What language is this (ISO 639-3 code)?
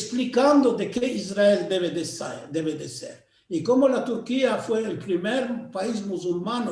lad